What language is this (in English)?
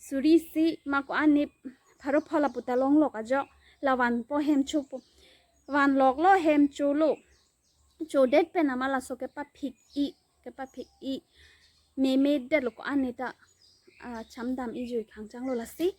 Karbi